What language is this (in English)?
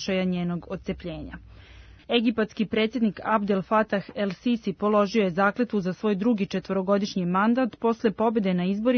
Serbian